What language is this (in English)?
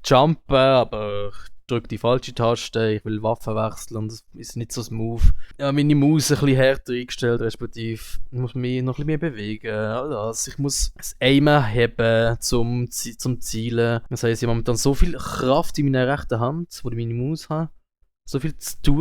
Swiss German